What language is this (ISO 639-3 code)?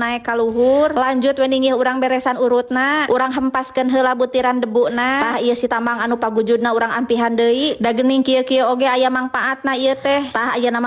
sun